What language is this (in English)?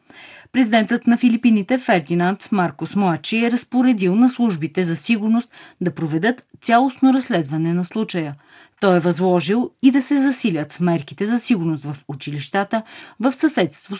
Bulgarian